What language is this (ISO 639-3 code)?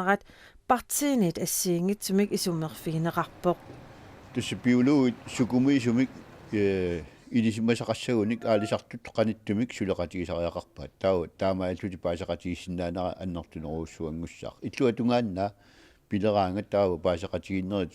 kal